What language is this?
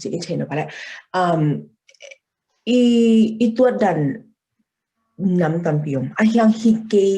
Tedim Chin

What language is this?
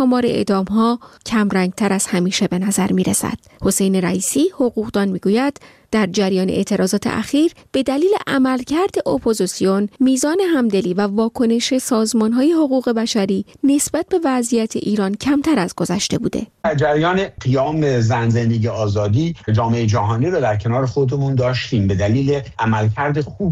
Persian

